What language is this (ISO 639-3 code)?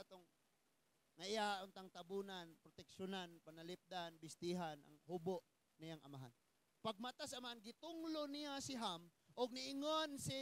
ceb